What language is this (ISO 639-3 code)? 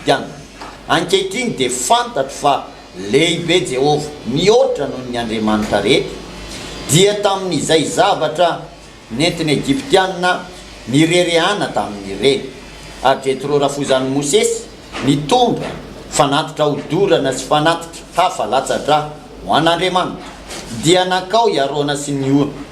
mlg